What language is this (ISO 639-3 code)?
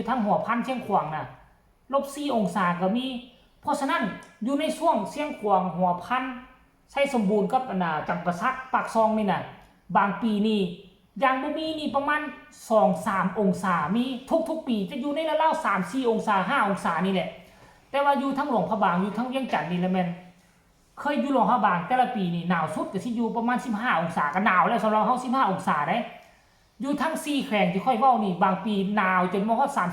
tts